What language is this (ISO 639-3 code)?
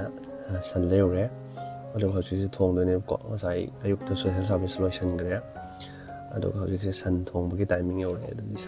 mni